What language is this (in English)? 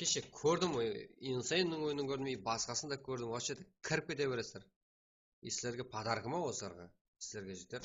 Kara-Kalpak